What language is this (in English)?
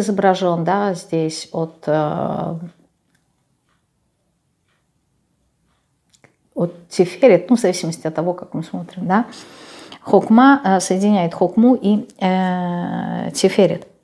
Russian